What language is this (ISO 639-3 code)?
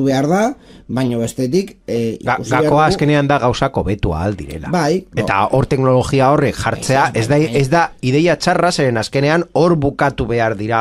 eus